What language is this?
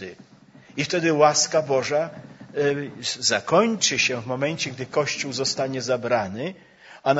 Polish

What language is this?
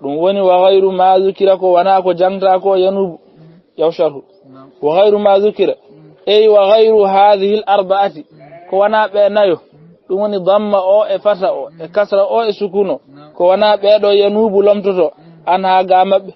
Fula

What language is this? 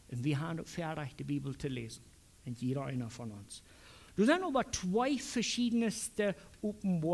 Plautdietsch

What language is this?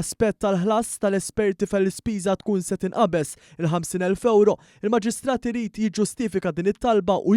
Maltese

